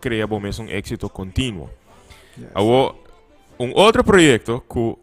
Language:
Papiamento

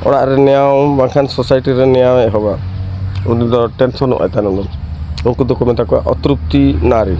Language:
Santali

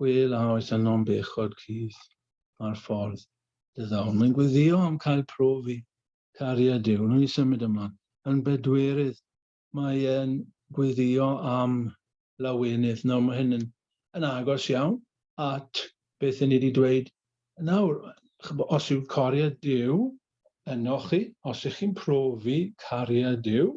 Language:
Welsh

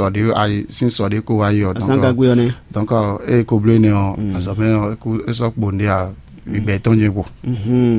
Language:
Fon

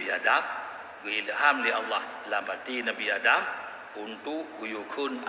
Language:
Achinese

